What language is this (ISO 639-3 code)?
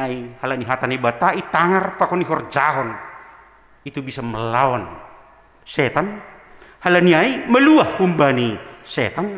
bts